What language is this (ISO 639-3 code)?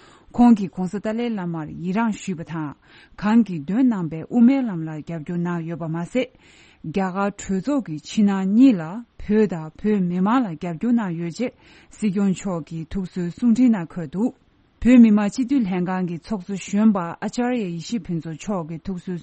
bod